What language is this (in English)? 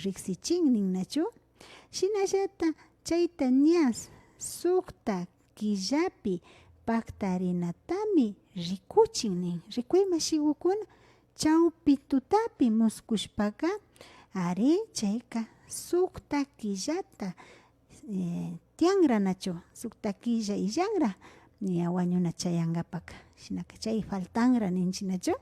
Imbabura Highland Quichua